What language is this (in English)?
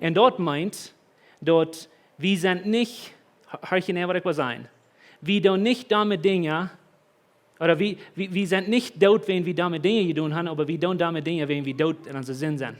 Plautdietsch